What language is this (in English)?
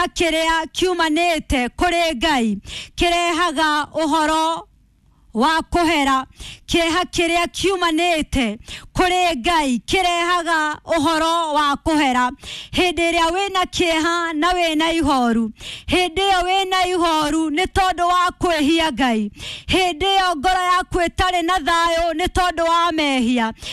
Kikuyu